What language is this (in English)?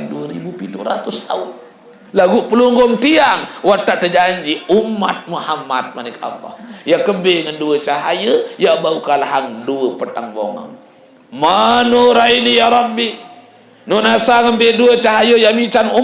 Sasak